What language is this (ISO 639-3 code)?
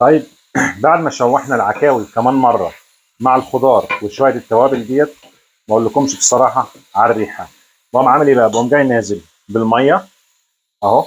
arz